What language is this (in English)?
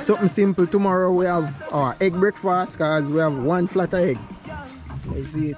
Jamaican Creole English